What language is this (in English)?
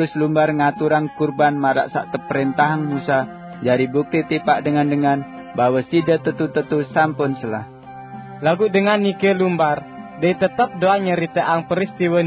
Sasak